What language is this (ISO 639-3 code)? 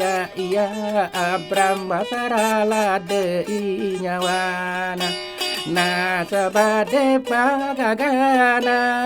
bug